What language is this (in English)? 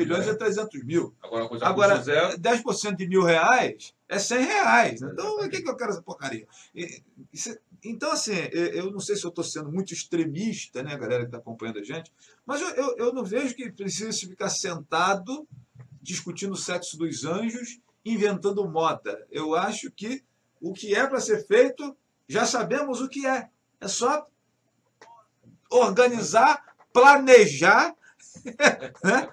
Portuguese